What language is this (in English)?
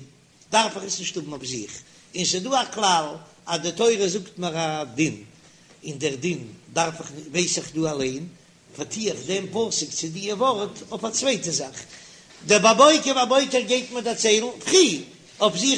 Yiddish